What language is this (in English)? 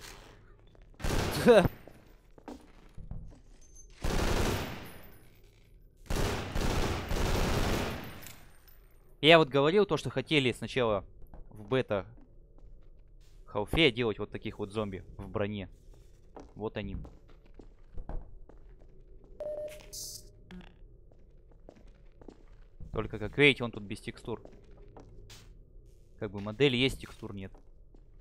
Russian